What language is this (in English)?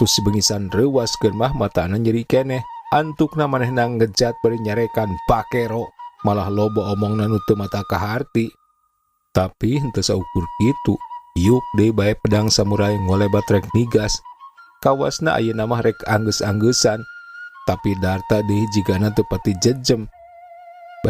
Sundanese